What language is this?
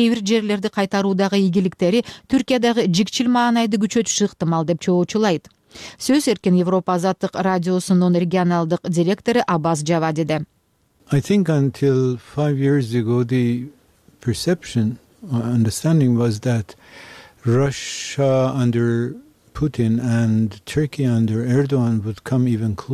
Kyrgyz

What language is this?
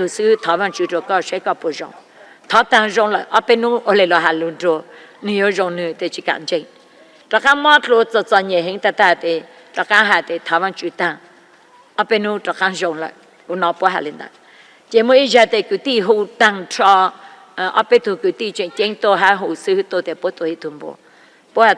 Hmong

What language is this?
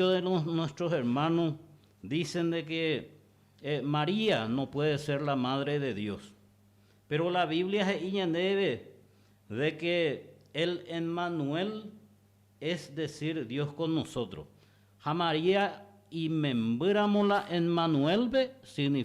Guarani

